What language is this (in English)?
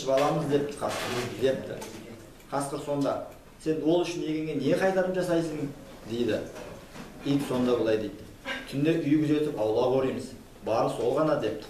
Kazakh